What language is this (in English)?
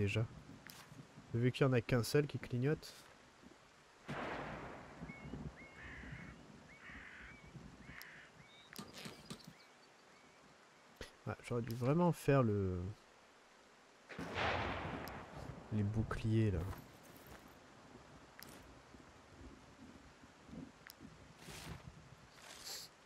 French